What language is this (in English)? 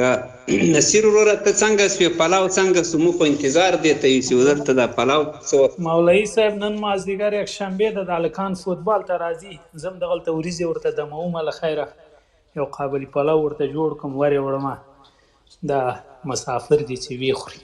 Pashto